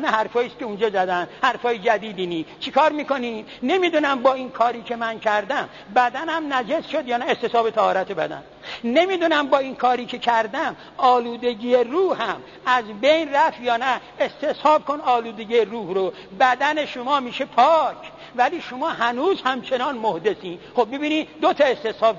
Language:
Persian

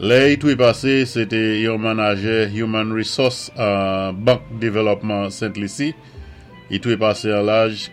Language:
Saint Lucian Creole French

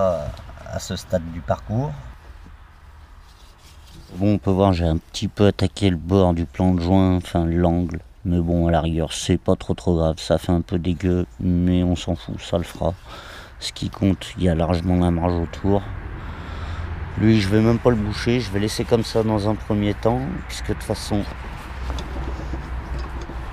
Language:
French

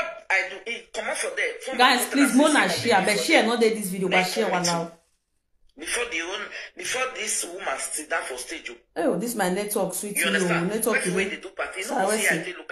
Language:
Nigerian Pidgin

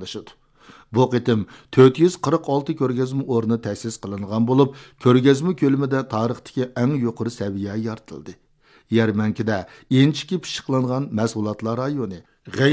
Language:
Uyghur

